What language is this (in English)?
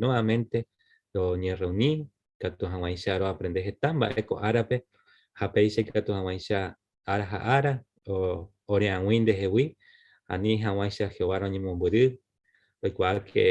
Guarani